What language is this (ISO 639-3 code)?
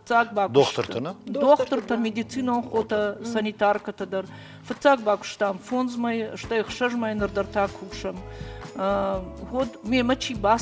oss